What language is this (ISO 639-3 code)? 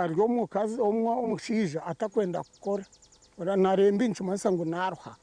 nyn